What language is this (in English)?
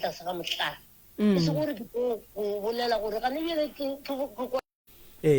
Northern Sotho